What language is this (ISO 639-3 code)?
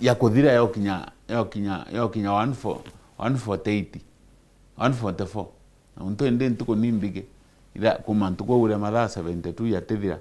mer